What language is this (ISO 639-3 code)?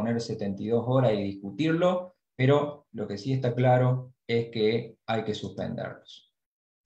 spa